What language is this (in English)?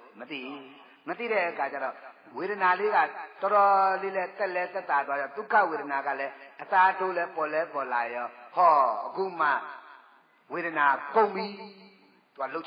Burmese